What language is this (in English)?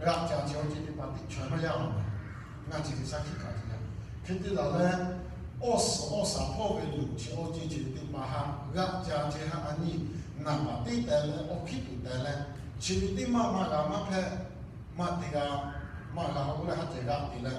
Lahu